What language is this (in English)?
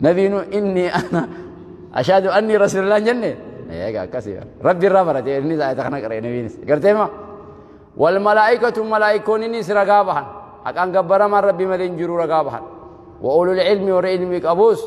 Oromo